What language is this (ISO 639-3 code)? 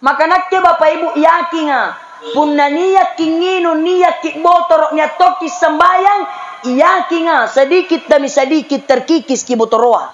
mak